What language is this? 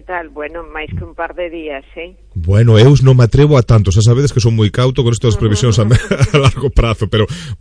Galician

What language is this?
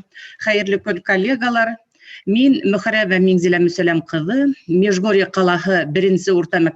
Bashkir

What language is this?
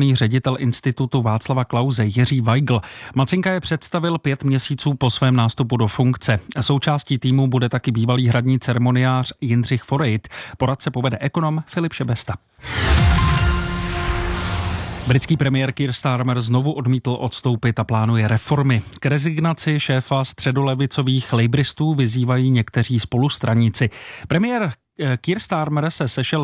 Czech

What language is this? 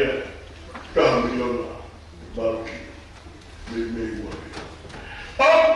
Tongan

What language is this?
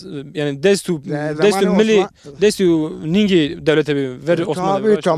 Zaza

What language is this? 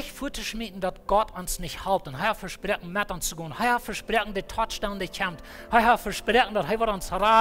Plautdietsch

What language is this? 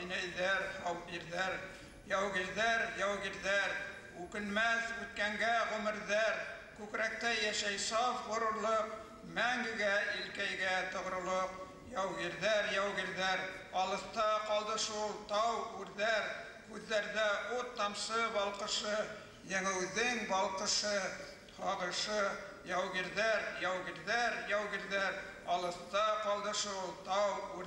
Bashkir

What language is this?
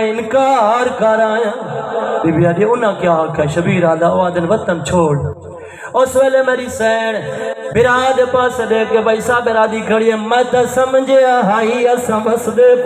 Saraiki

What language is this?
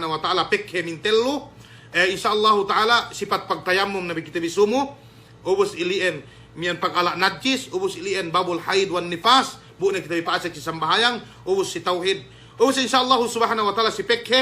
Yakan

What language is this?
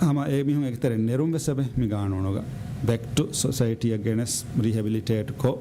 Divehi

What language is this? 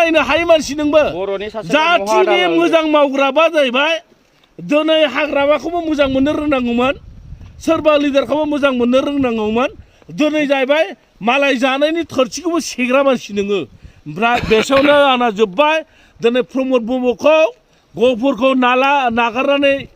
Bodo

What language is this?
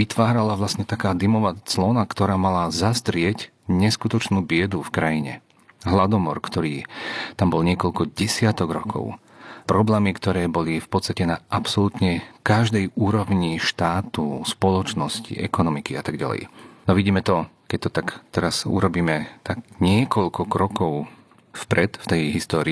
Slovak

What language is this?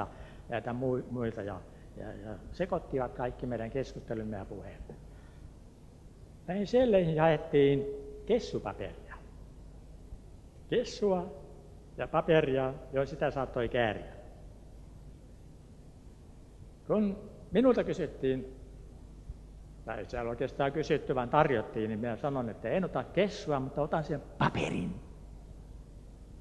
Finnish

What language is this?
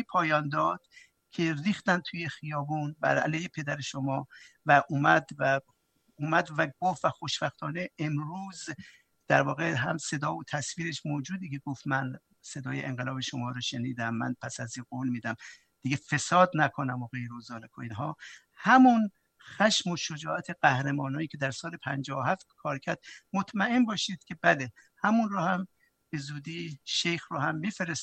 Persian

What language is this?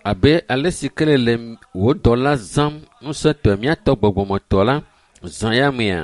Ewe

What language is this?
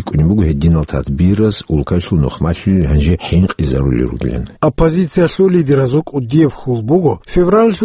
Avaric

